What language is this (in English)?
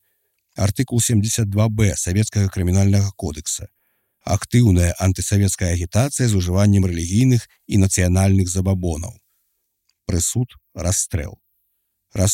Belarusian